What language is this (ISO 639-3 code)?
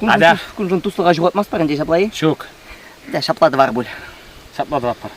chv